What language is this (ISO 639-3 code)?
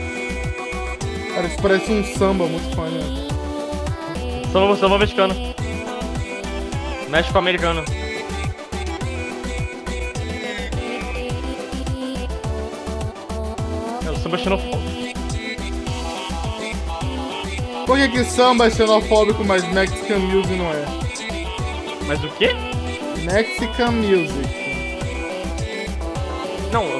por